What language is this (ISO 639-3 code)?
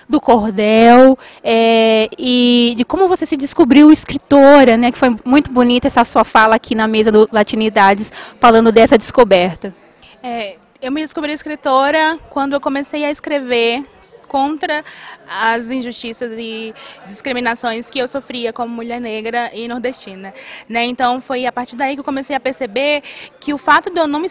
por